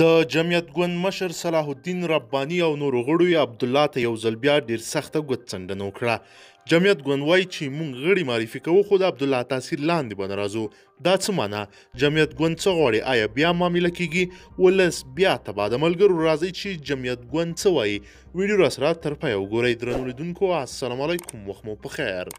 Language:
Pashto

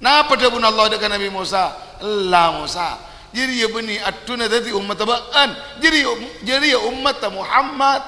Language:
Madurese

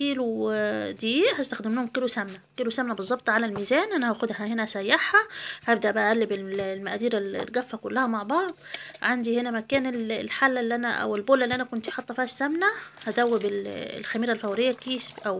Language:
Egyptian Arabic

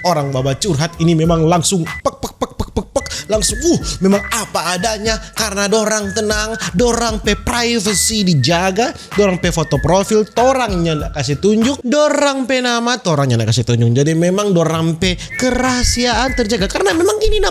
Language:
Manado Malay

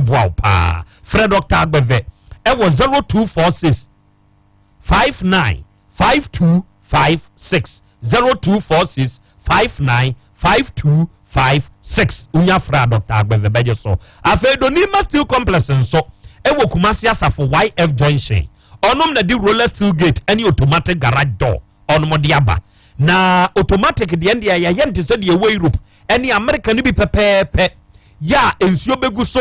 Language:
Akan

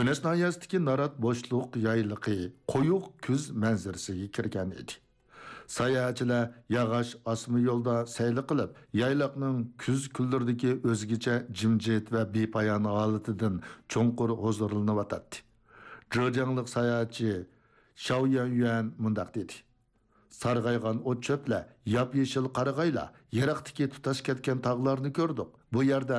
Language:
Uyghur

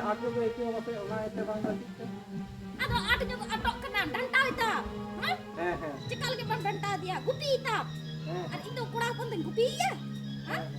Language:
Santali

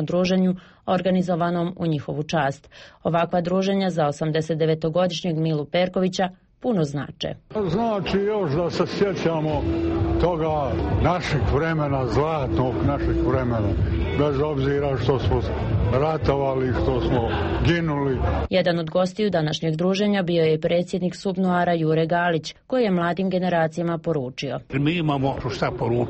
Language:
Bosnian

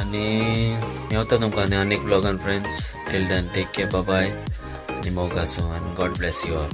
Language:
Konkani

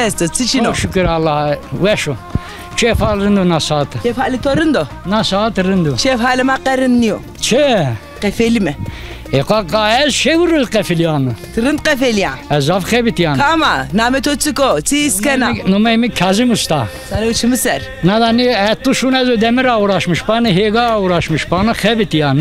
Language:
Zaza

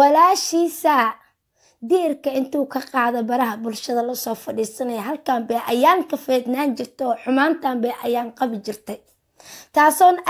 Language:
Somali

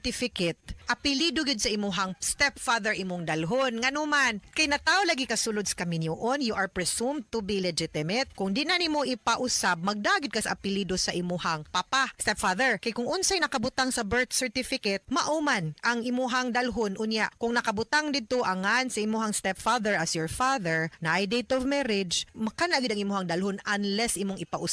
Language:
Cebuano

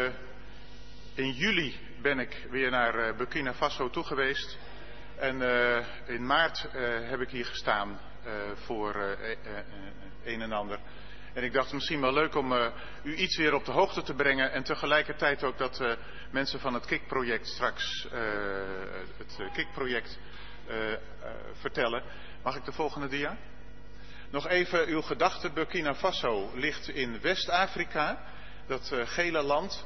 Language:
Dutch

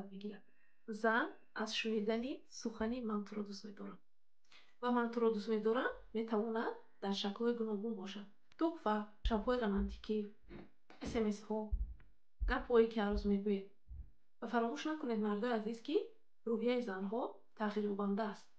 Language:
Tajik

